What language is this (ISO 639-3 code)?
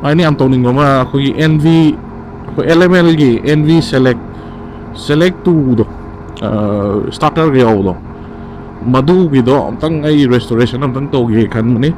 mni